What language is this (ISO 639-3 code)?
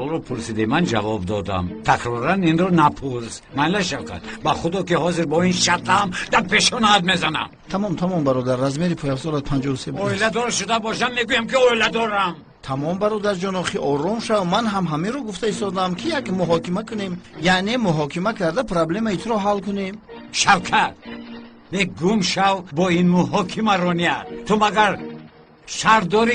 tgk